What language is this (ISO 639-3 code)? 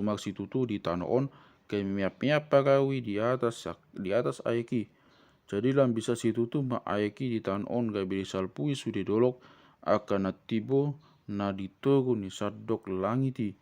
bbc